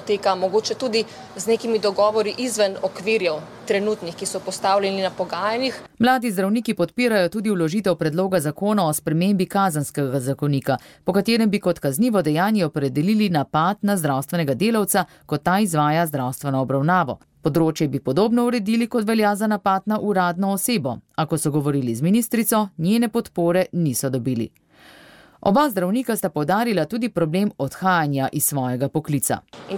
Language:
Slovenian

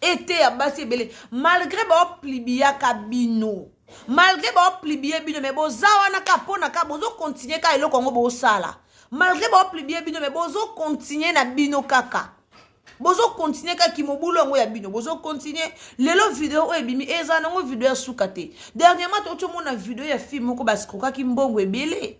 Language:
Lingala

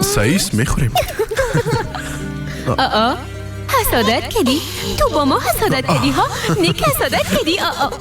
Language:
Persian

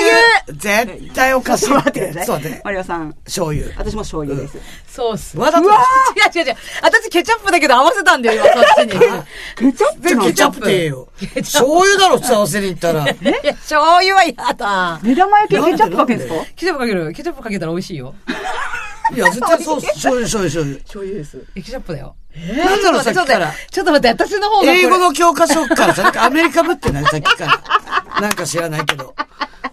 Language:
Japanese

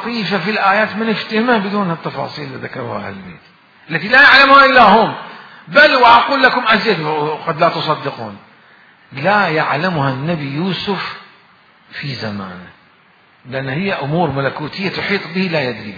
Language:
Mesopotamian Arabic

